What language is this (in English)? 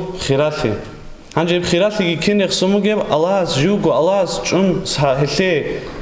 Avaric